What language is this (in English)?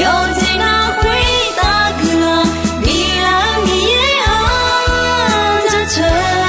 Akha